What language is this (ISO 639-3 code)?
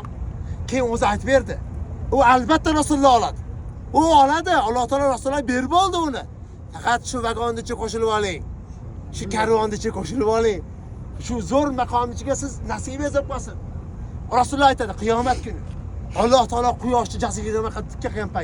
uzb